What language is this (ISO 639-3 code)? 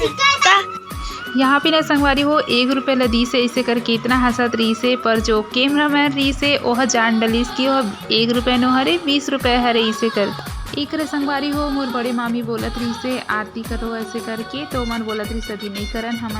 hne